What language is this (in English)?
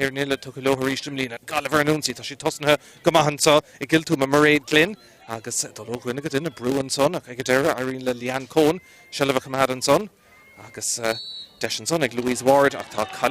Irish